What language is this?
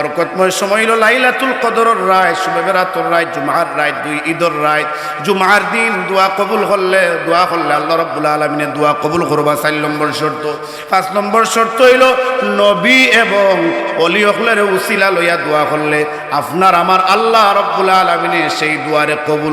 Sylheti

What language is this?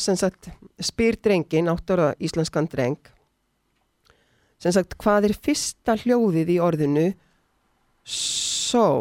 Icelandic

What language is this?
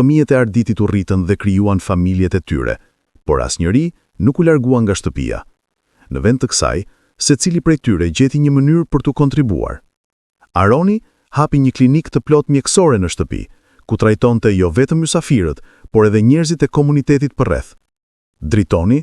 Albanian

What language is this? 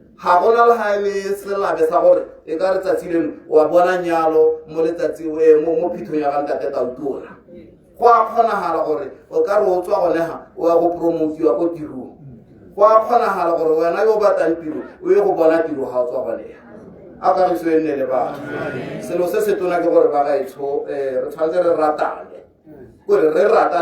Tswana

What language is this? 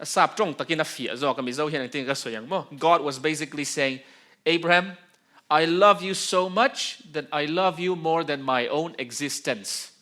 Mizo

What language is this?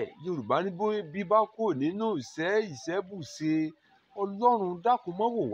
Yoruba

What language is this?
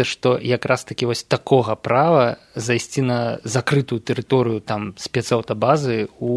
Belarusian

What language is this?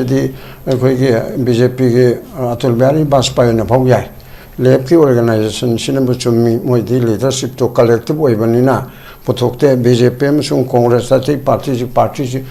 Manipuri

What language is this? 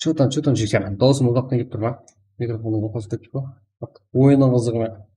Kara-Kalpak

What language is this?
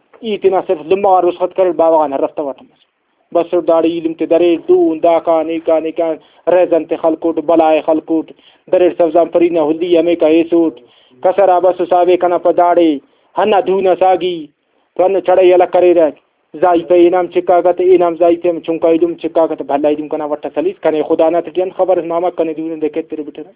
Brahui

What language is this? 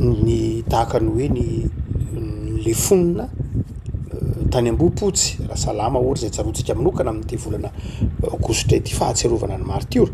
Malagasy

